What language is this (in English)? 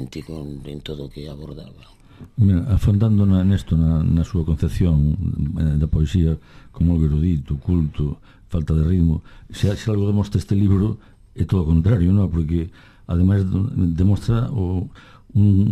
Galician